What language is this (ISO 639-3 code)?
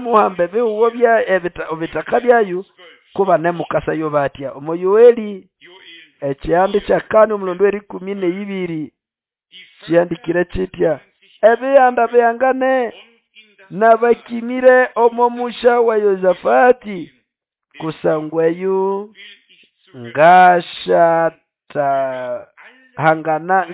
nnb